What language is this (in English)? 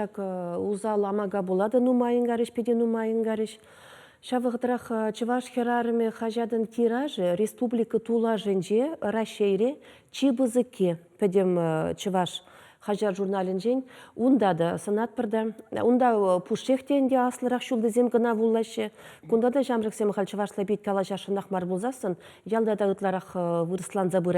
Chuvash